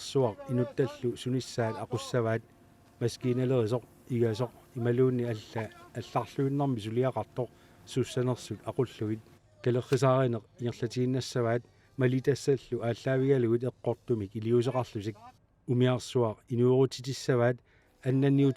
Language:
Kalaallisut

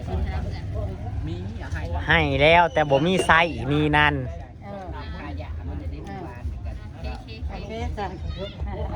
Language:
Northeastern Thai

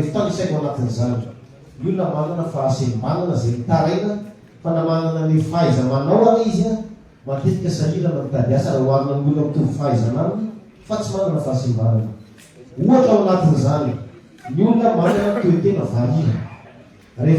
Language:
Malagasy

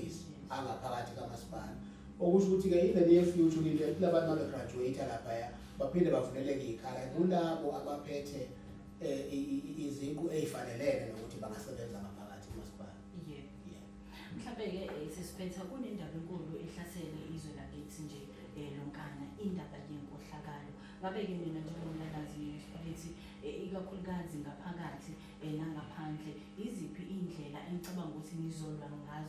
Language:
Zulu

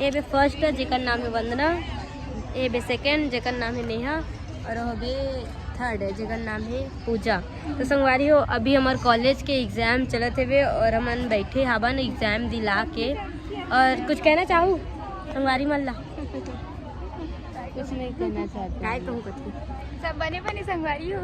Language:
Chhattisgarhi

